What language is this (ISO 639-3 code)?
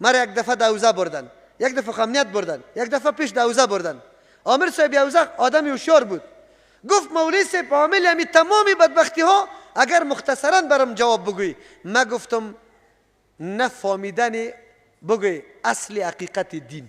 fas